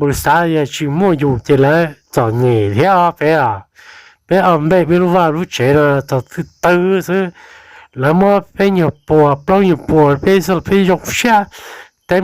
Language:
Hmong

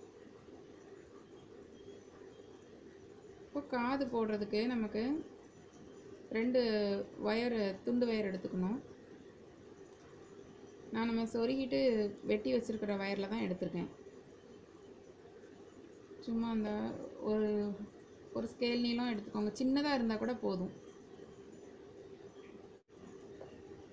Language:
Tamil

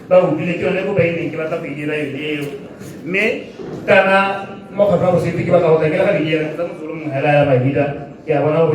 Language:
Tswana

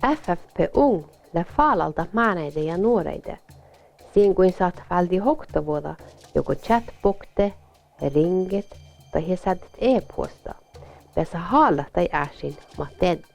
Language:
Northern Sami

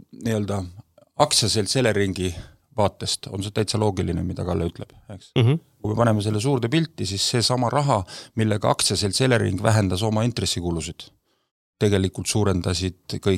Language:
Estonian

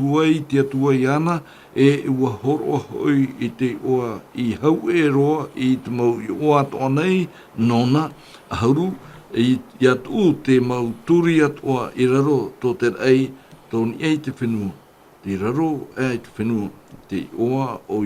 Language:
Tahitian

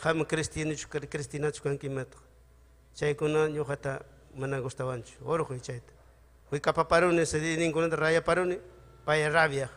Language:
Ayacucho Quechua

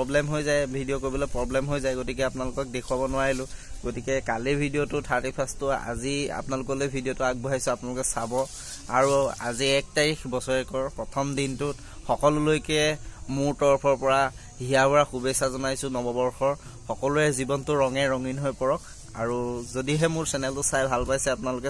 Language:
Assamese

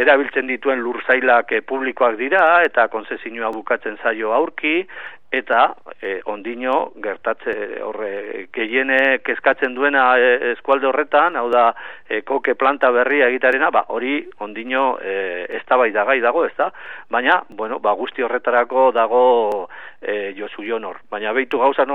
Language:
Basque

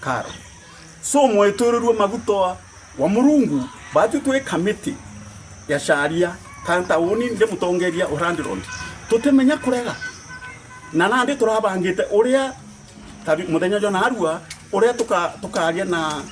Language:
Meru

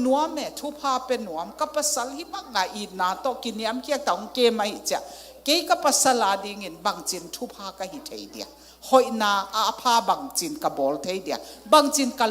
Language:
Tedim Chin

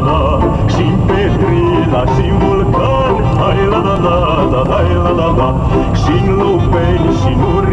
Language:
Romanian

